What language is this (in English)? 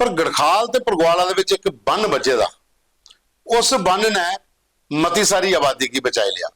Dogri